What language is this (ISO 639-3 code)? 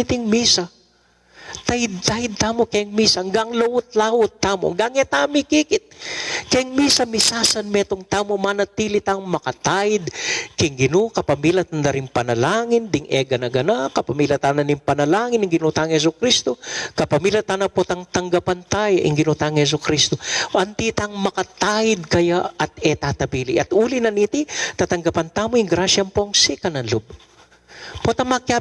pam